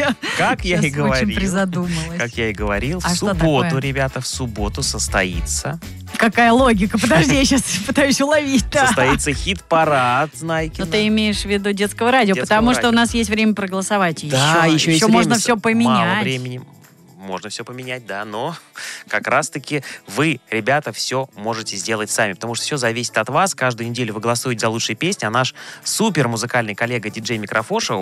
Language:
Russian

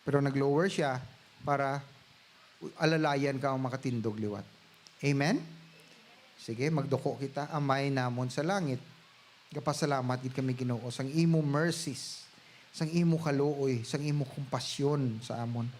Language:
Hiligaynon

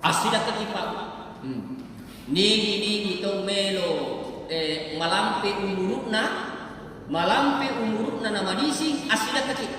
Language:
Buginese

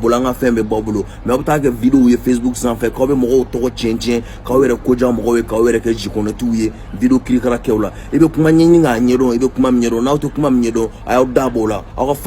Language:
Bambara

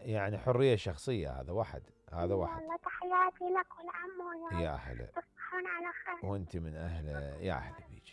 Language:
Mesopotamian Arabic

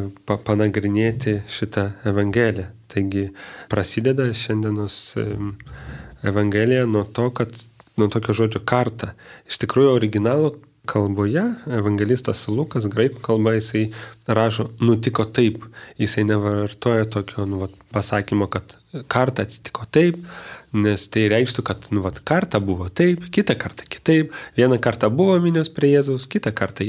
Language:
Lithuanian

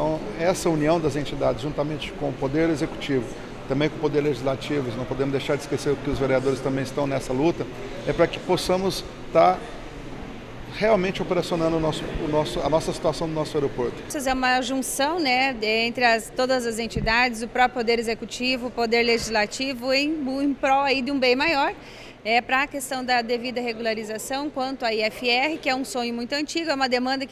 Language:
Portuguese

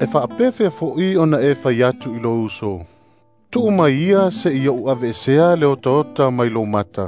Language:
Samoan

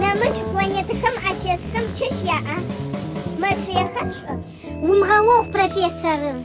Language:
Adyghe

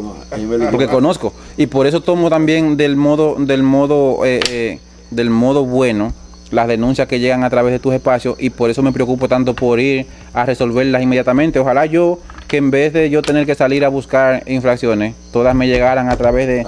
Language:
Spanish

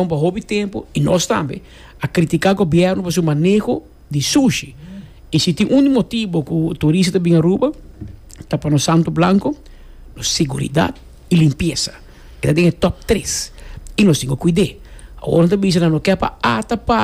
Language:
Papiamento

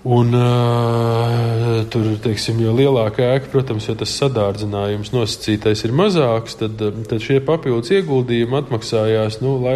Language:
Latvian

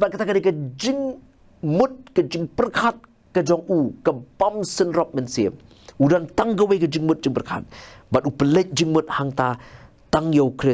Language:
Khasi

